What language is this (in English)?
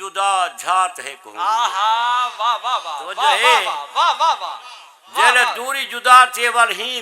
Saraiki